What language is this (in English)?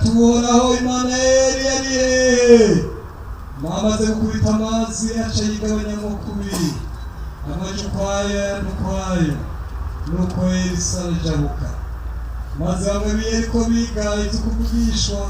Rundi